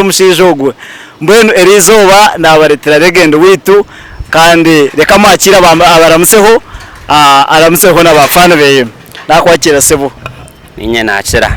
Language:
Nyankole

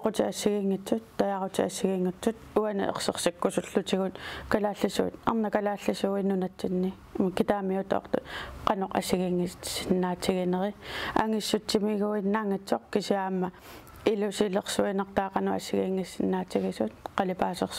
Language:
Kalaallisut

